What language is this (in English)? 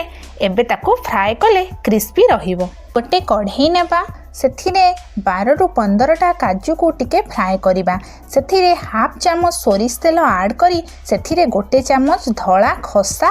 Odia